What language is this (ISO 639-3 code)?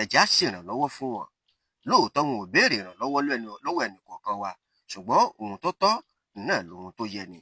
yor